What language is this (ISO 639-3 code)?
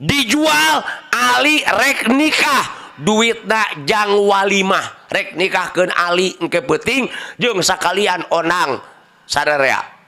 sun